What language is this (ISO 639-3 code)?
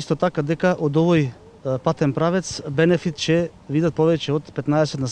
mkd